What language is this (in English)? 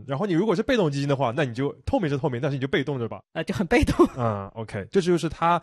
Chinese